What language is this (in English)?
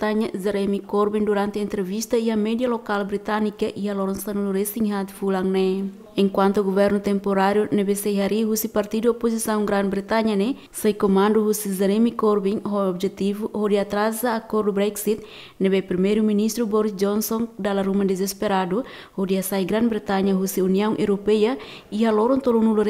Tetum